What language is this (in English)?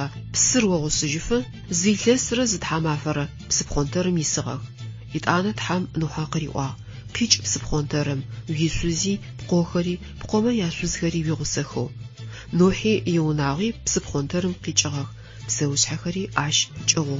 Adyghe